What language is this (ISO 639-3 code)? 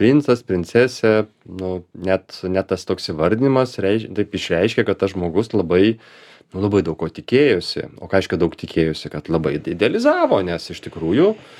lit